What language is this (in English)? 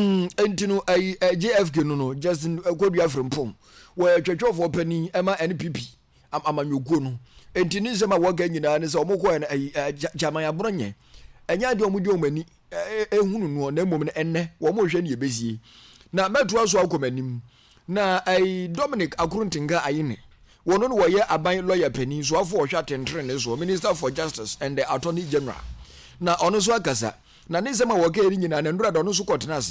Akan